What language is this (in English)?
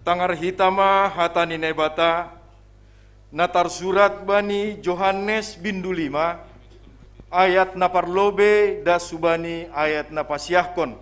Batak Simalungun